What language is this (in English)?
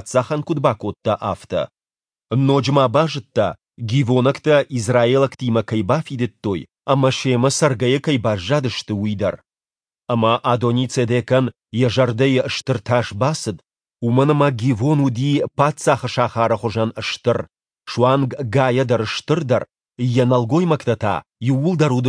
Ossetic